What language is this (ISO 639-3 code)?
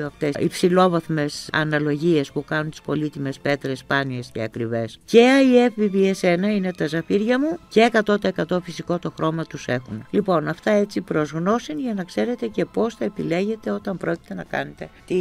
ell